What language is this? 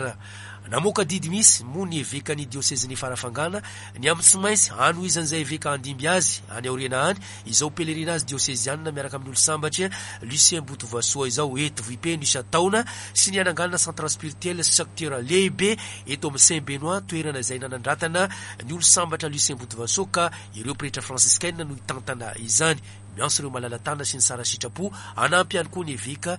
Malagasy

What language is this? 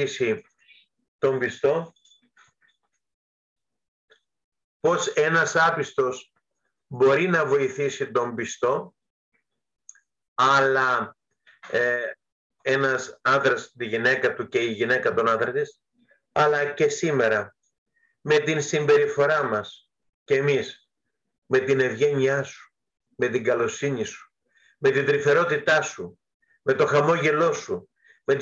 Greek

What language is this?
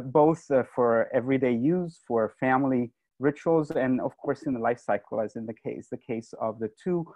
English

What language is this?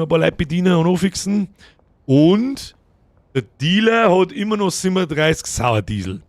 Bavarian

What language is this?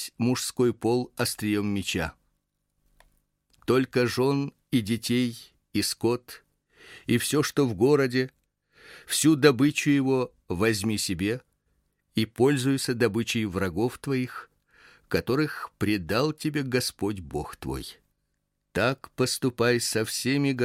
Russian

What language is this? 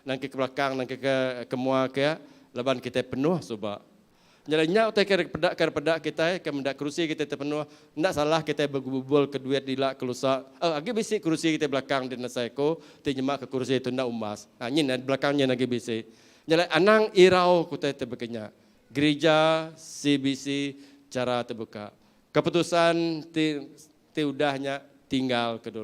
Iban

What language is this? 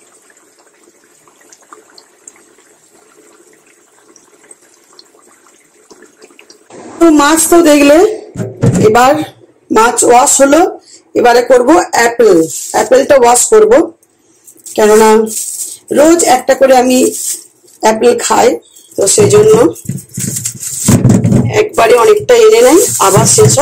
Bangla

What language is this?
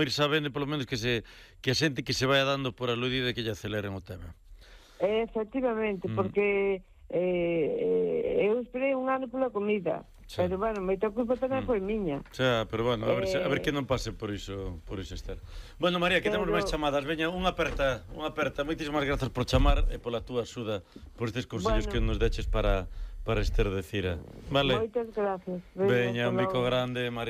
Galician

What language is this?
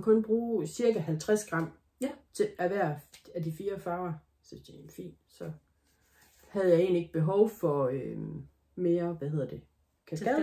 Danish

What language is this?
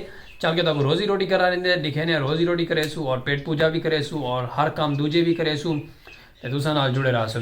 Saraiki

